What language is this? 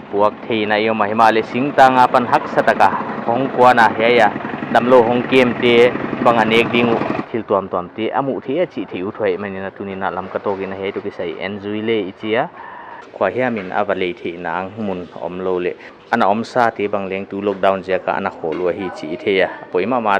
Paite Chin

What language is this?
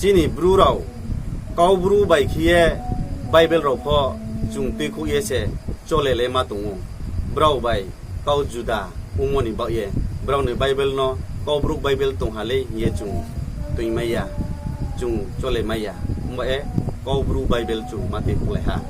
Riang (India)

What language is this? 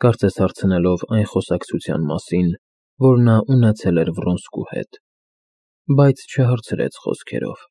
Armenian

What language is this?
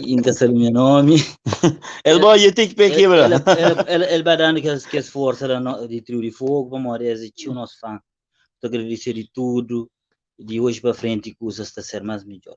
Kabuverdianu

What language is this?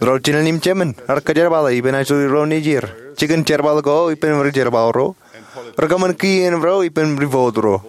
Marshallese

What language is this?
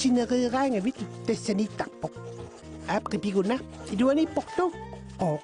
Kalaallisut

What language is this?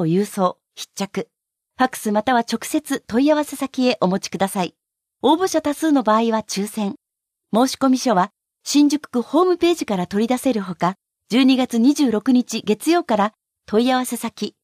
Japanese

